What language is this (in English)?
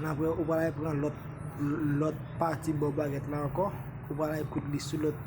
Haitian Creole